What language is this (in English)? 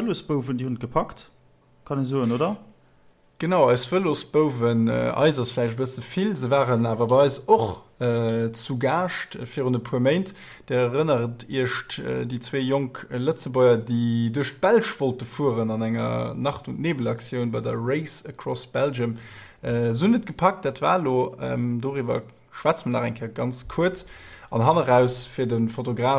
Luxembourgish